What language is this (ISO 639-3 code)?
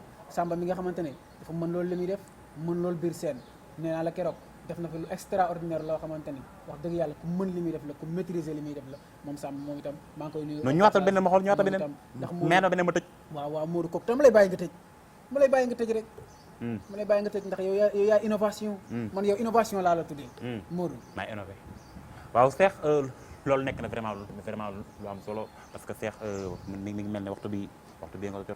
wol